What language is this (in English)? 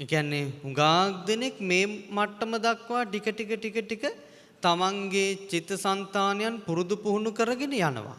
Sinhala